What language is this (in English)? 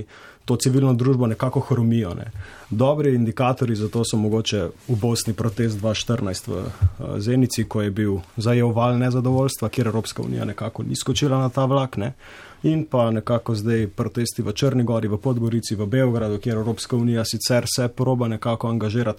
Slovenian